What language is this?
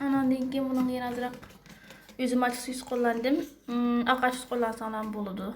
Uyghur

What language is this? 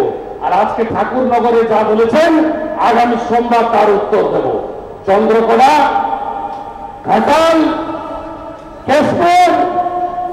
Bangla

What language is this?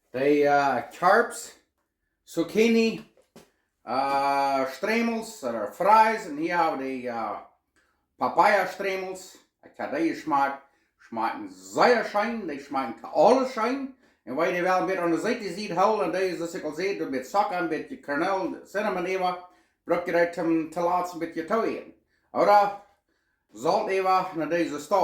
Plautdietsch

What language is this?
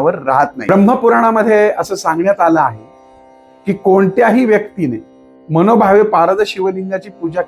Marathi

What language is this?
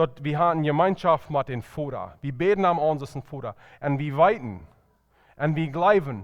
Plautdietsch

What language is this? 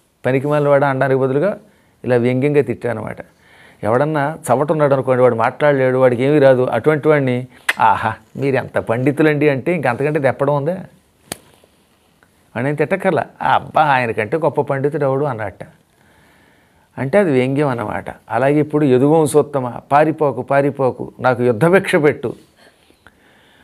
Telugu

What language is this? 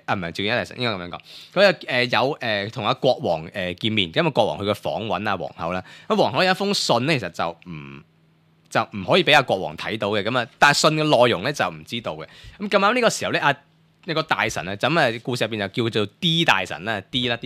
Cantonese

